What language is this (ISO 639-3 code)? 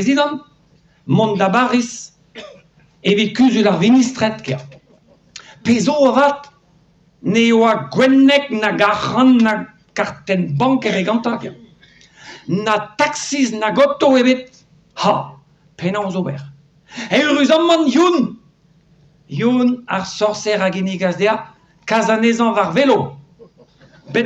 bre